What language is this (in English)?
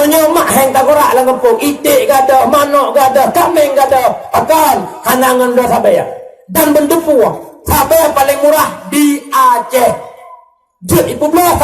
Achinese